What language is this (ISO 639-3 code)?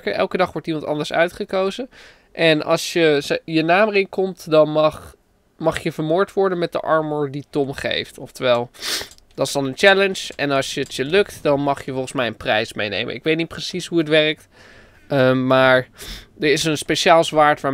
nld